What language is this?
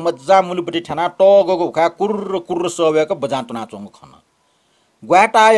Newari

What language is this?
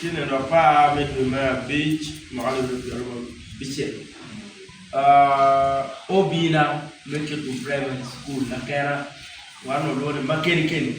Acoli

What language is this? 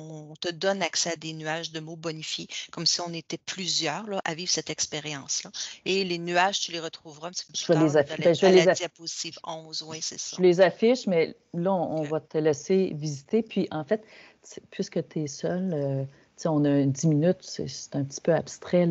French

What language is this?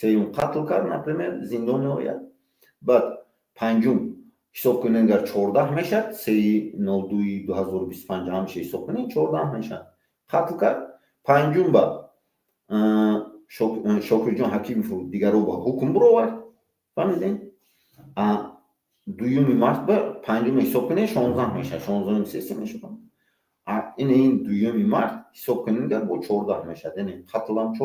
Tajik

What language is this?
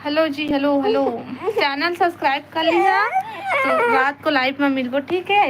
Chhattisgarhi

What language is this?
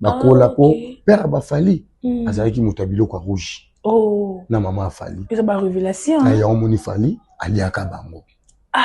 Lingala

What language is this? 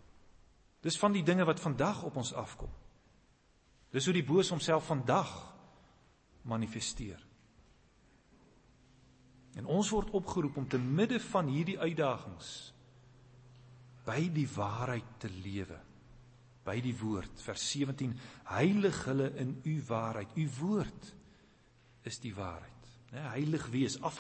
Afrikaans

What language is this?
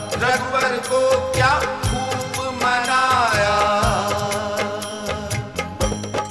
Hindi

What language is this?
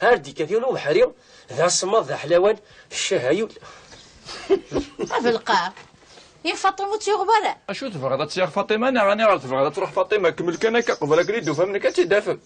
Kabyle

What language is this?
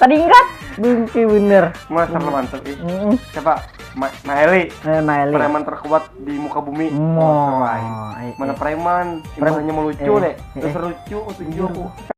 Banjar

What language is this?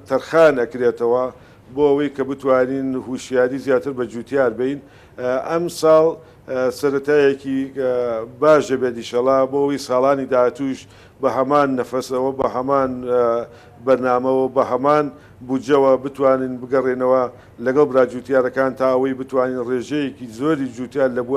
Central Kurdish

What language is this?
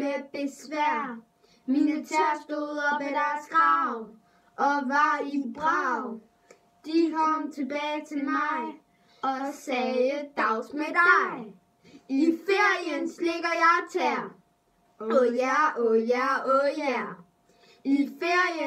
Danish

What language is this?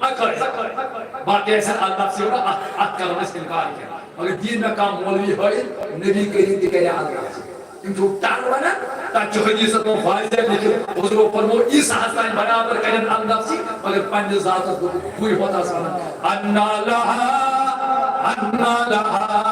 Kashmiri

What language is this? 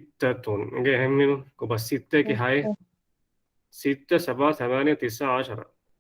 Divehi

